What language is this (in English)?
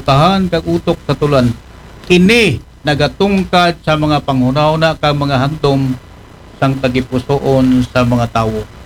Aklanon